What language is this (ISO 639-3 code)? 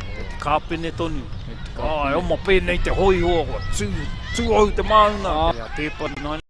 mri